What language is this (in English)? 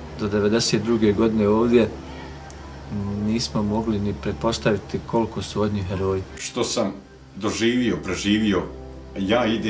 Bosnian